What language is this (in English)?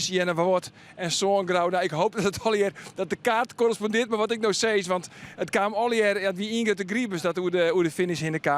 Western Frisian